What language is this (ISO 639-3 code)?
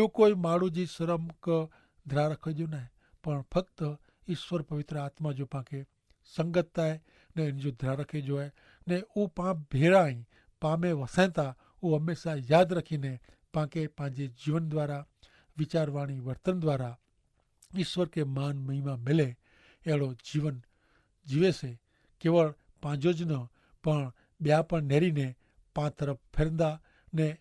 kfr